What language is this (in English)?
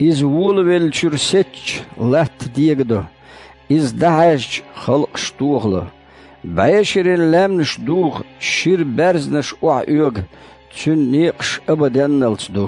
Chechen